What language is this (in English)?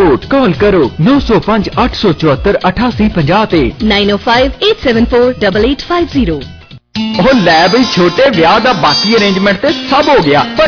Punjabi